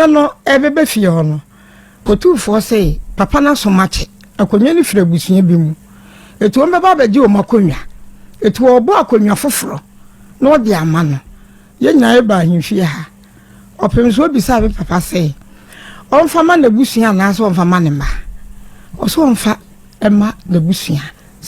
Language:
Akan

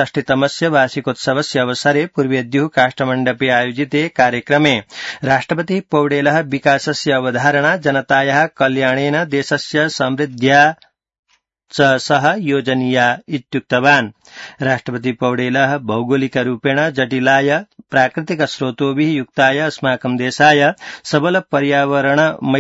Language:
Sanskrit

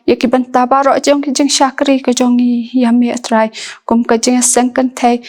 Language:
Khasi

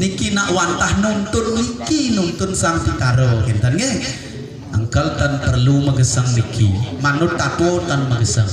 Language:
Balinese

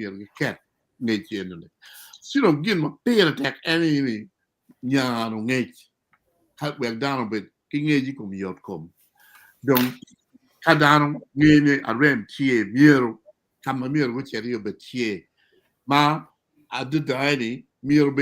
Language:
Acoli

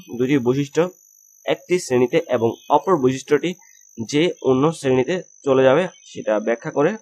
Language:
Bangla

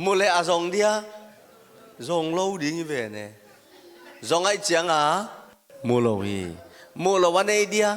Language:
Tedim Chin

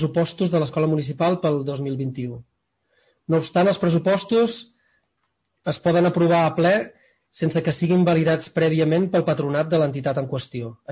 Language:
Catalan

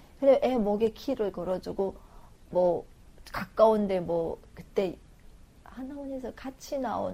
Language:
Korean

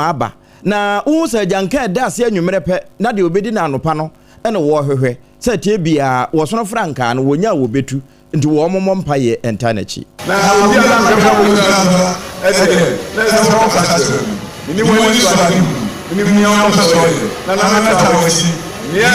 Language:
Akan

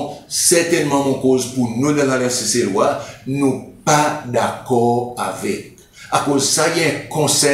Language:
Seselwa Creole French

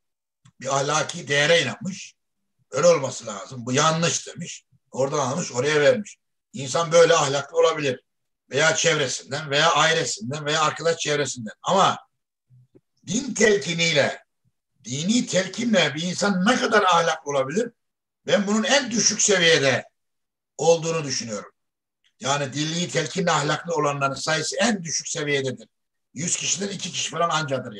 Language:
Turkish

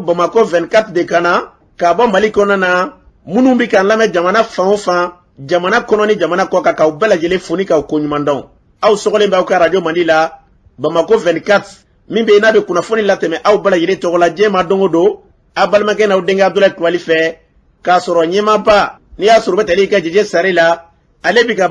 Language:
Bambara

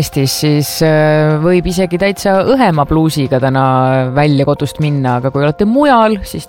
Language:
Estonian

